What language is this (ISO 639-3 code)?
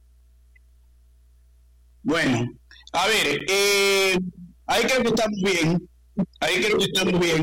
spa